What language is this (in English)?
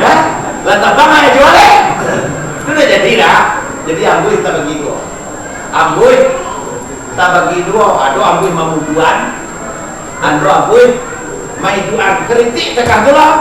Minangkabau